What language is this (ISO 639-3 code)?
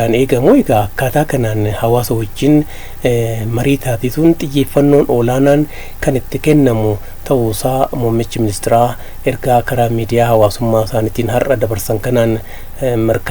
orm